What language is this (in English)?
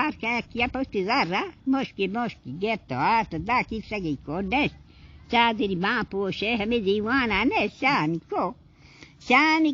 Baluchi